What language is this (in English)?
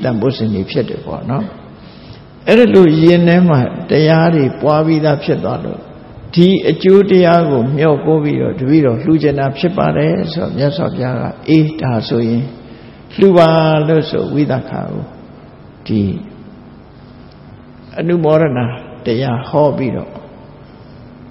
Burmese